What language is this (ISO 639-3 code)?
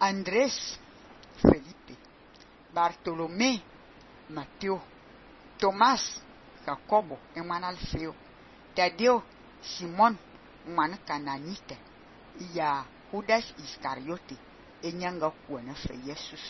fan